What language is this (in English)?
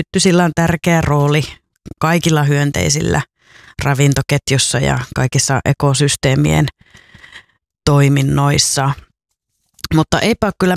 Finnish